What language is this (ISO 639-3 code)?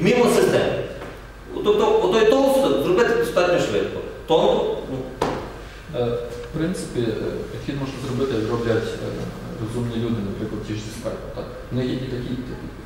ukr